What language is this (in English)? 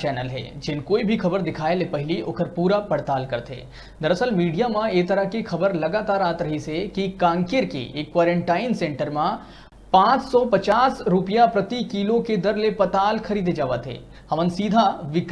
Chhattisgarhi